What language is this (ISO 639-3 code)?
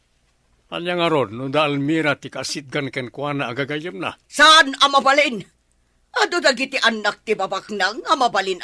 ilo